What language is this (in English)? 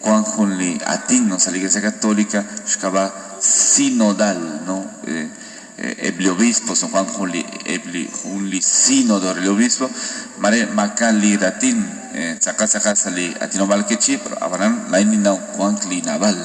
Kekchí